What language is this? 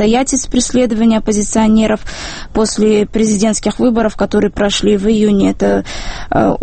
Russian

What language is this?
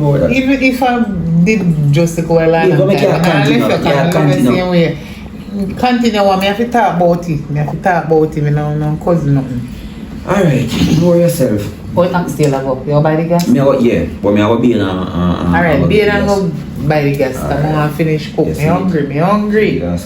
Jamaican Creole English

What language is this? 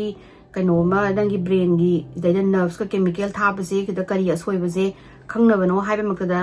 Manipuri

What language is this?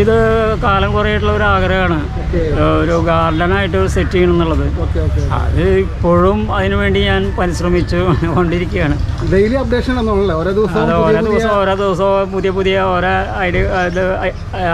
Malayalam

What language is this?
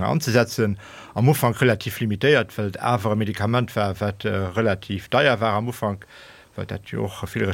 Luxembourgish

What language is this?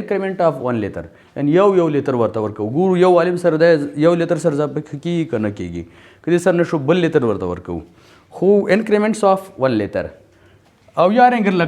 Pashto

